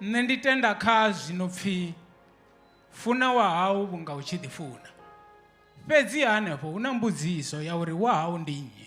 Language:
Venda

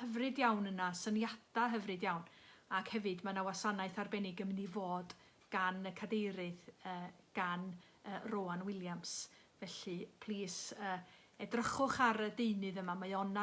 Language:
Welsh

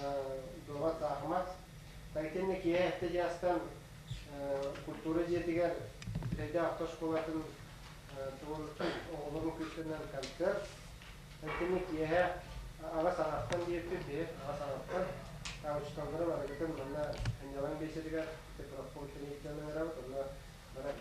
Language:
Yakut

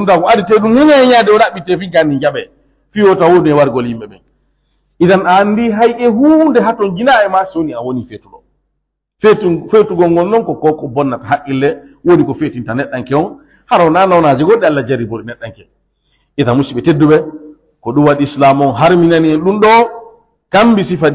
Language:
Pular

